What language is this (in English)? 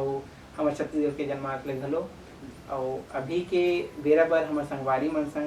Chhattisgarhi